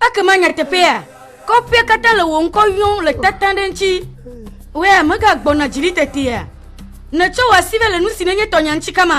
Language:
Ewe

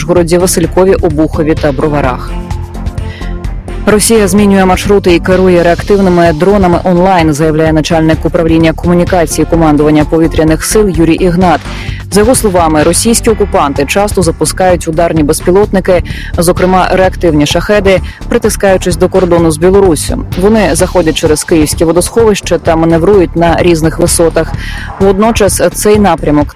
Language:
Ukrainian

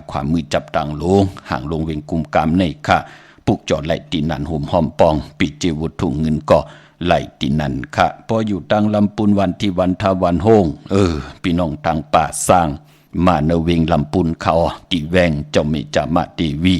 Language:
Shan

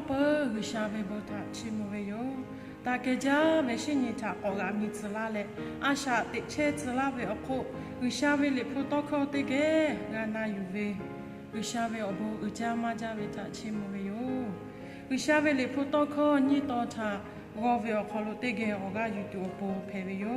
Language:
Lahu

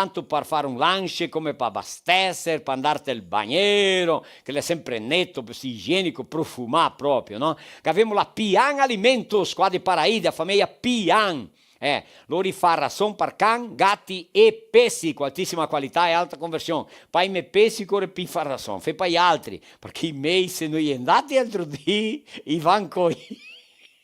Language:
Venetian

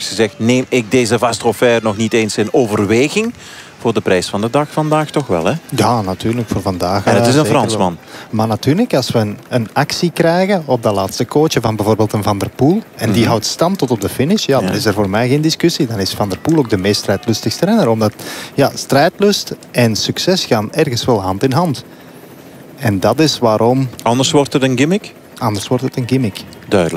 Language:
Dutch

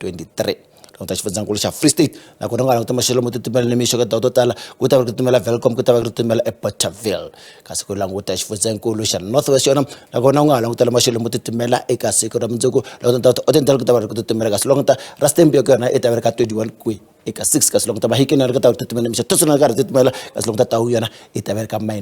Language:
Tsonga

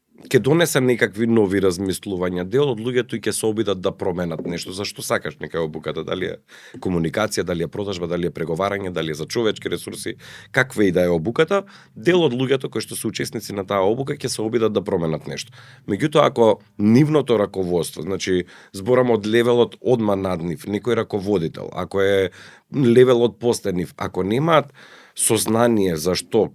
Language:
Macedonian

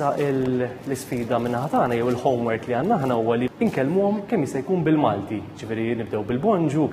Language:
Maltese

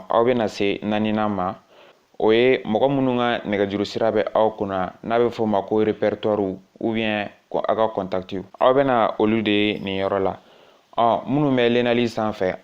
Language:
Bambara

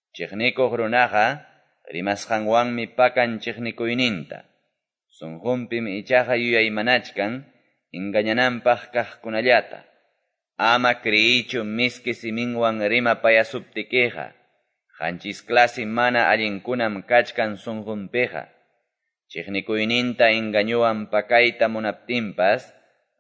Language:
Quechua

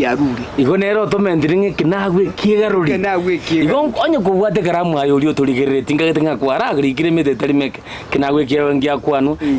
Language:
Gusii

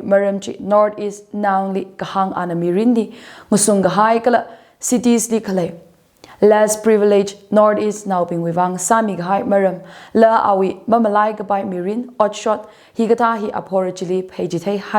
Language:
Tangkhul Naga (India)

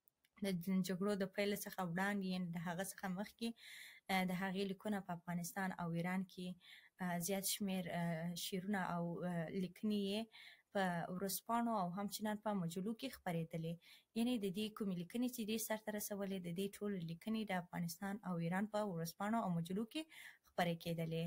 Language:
Pashto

